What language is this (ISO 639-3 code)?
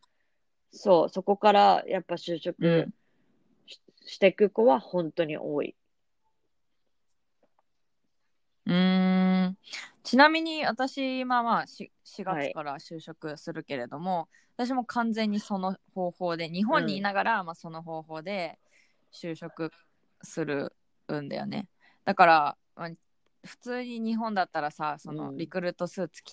jpn